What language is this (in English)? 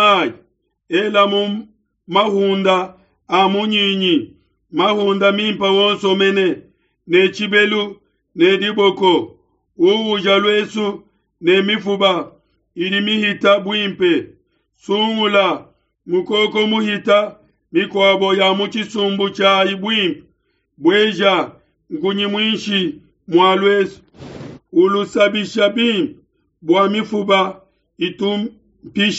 Luba-Lulua